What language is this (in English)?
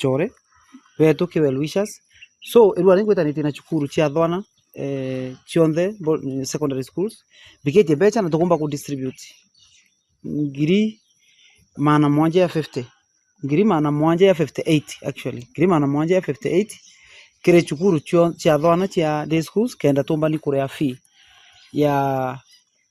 Meru